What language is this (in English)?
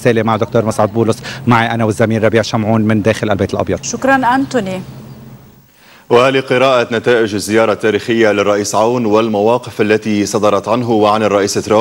Arabic